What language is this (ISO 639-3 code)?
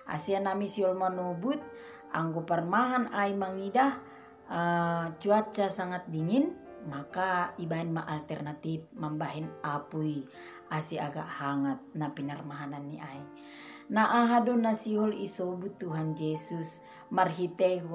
bts